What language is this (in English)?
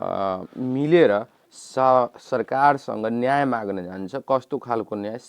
Nepali